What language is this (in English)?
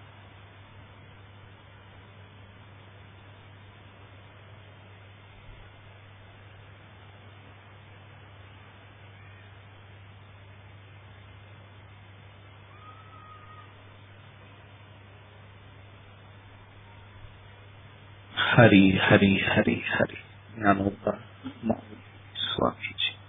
Marathi